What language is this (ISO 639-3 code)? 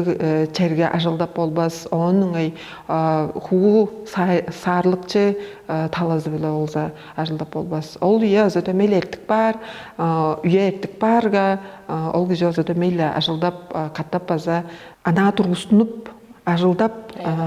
tyv